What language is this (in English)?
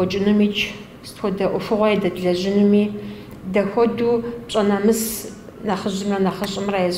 Kabardian